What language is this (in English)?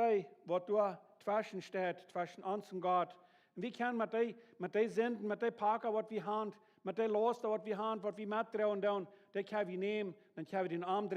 Plautdietsch